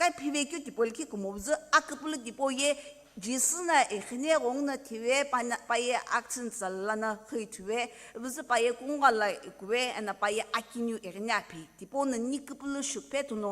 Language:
Sumi Naga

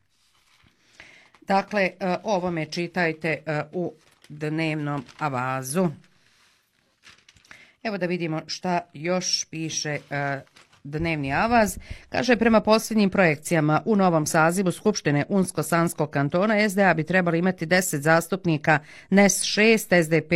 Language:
Bosnian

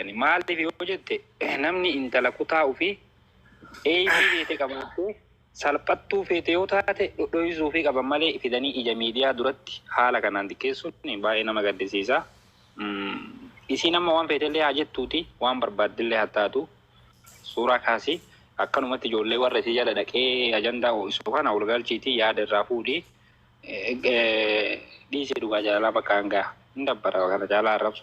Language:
Oromo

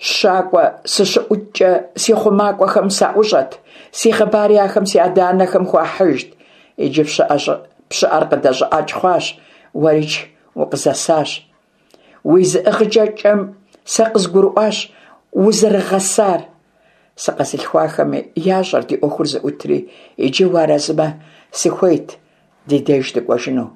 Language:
Kabardian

